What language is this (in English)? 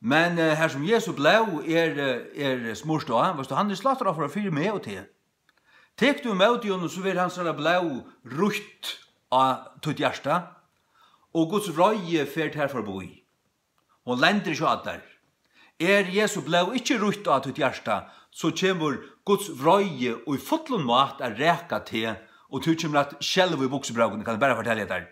Faroese